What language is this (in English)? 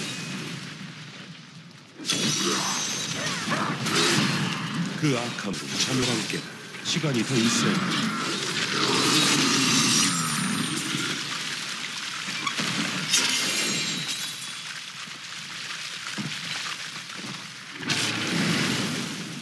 Korean